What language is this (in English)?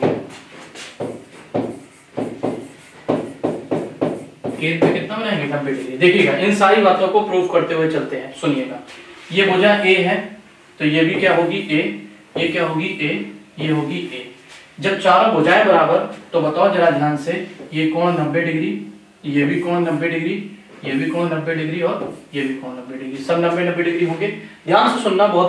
Hindi